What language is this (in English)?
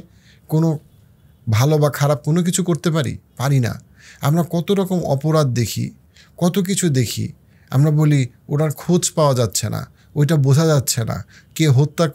Bangla